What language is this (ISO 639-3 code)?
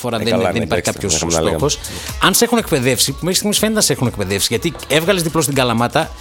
ell